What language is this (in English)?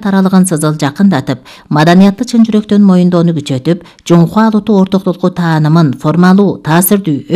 Kyrgyz